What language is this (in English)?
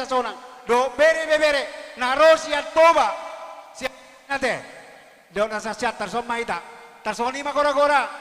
Batak Toba